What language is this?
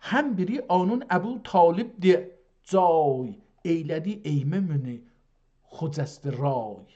South Azerbaijani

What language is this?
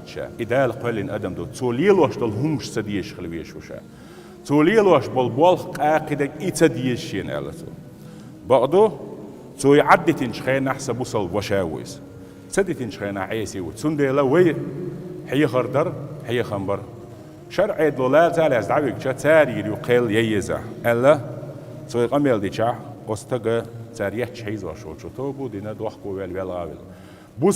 Chechen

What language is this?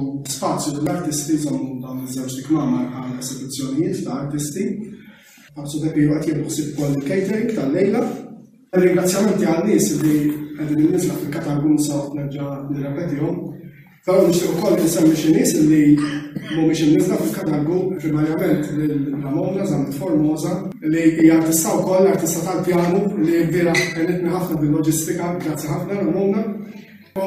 Maltese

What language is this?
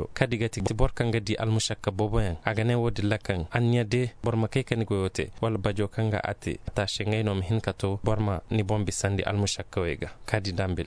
Koyraboro Senni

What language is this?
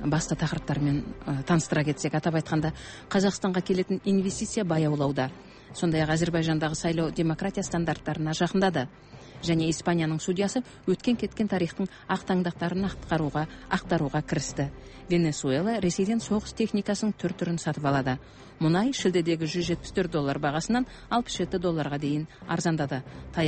Kazakh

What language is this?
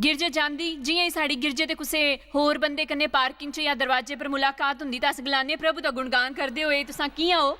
Dogri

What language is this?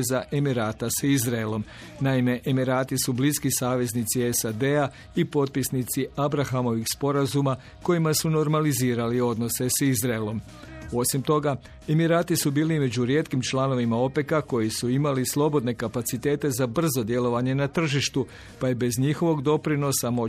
Croatian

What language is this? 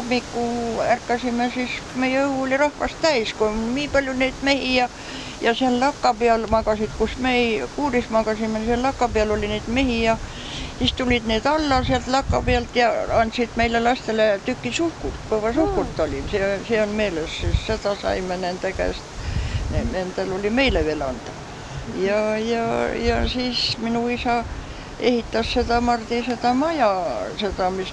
Estonian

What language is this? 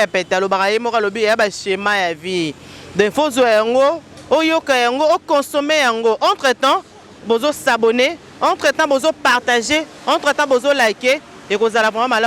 Lingala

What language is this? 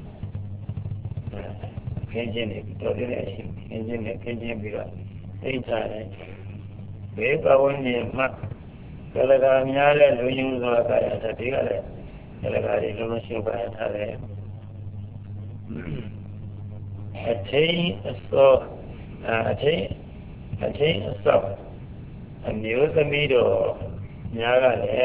Burmese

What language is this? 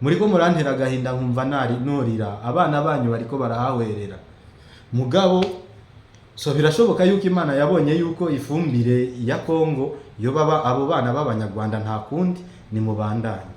Rundi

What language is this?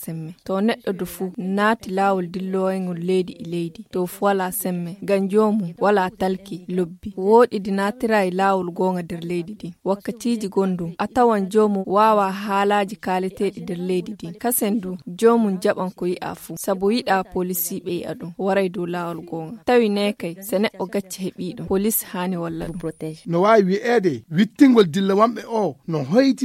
Nigerian Fulfulde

